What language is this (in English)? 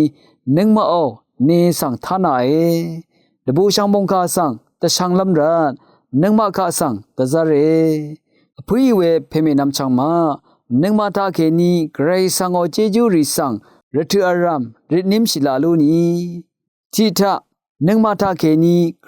Rawang